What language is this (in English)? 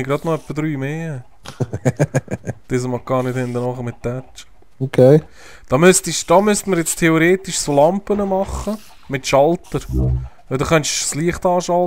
Swiss German